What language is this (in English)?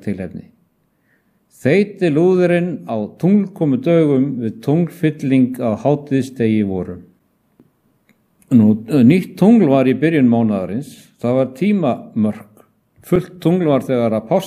Icelandic